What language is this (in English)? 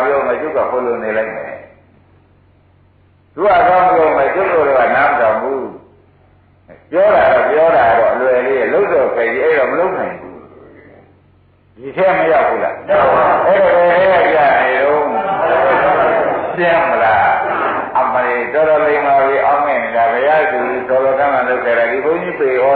Burmese